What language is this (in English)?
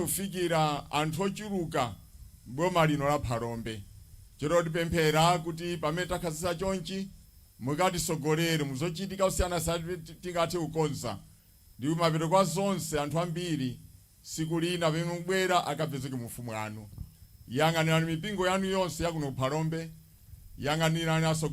Nyanja